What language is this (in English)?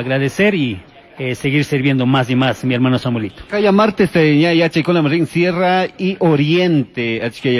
Chimborazo Highland Quichua